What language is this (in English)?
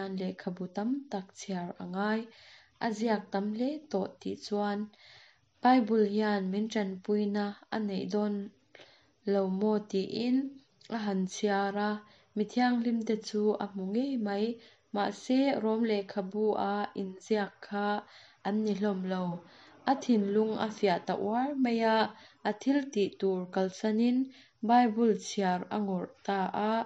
Mizo